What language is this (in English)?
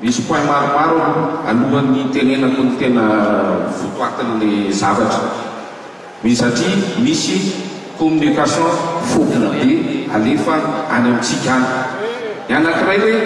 Malagasy